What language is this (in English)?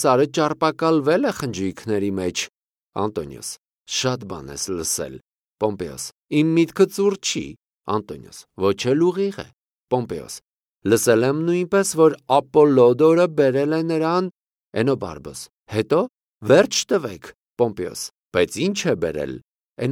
Armenian